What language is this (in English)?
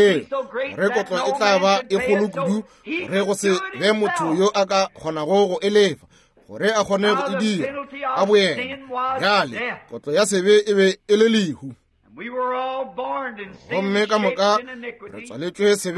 Northern Sotho